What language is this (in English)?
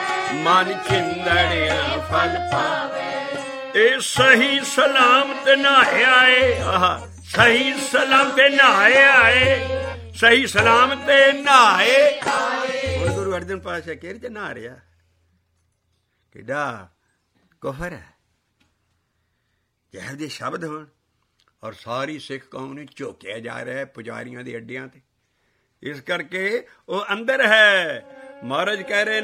Punjabi